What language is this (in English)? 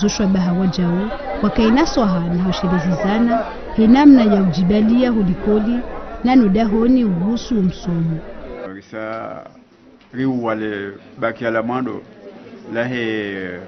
Ngazidja Comorian